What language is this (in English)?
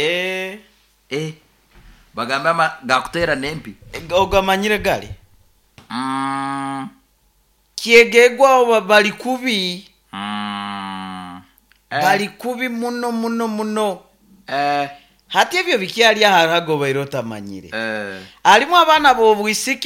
Nyoro